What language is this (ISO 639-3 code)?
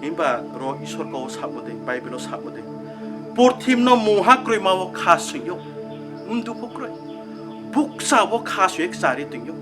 ria